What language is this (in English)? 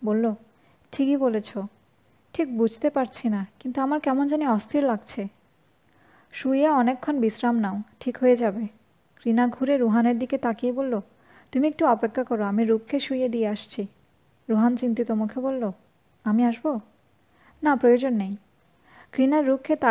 Bangla